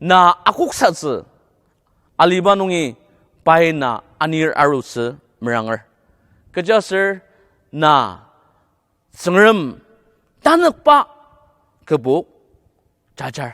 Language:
Ao Naga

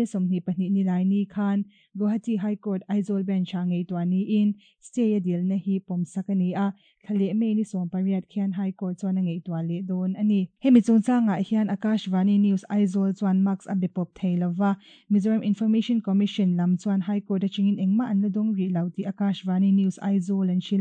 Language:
Mizo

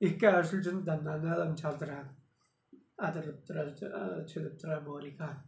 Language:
Tuvinian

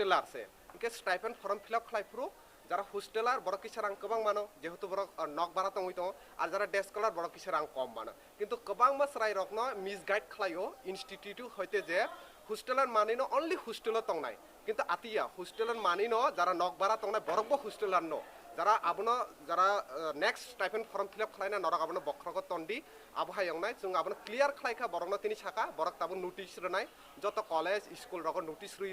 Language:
Riang (India)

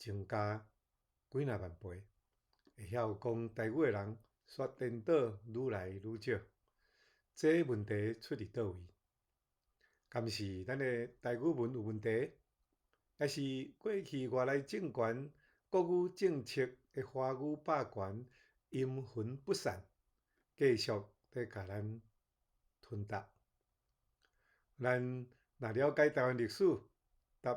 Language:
Min Nan Chinese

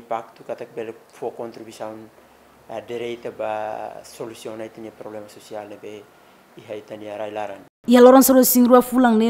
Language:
Tetum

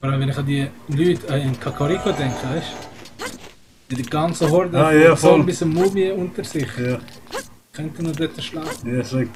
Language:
Swiss German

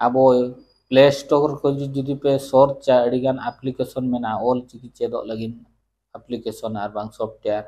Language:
Santali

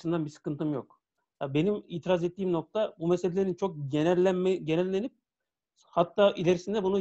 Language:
Turkish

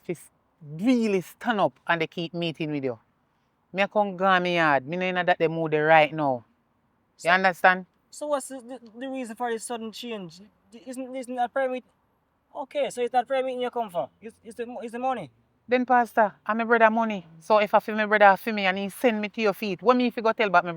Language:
Jamaican Creole English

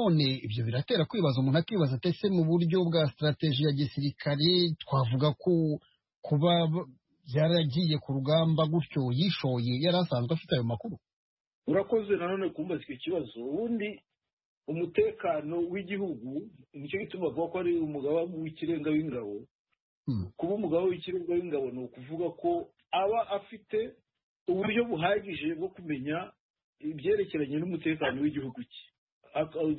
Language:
Kinyarwanda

